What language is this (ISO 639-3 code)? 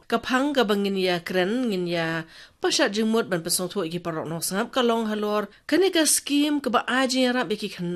kha